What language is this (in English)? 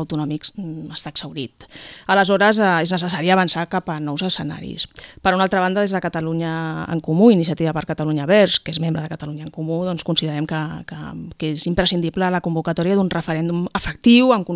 Catalan